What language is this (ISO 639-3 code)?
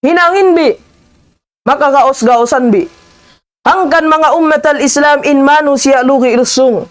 tsg